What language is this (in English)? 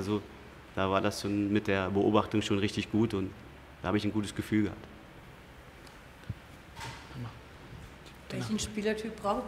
German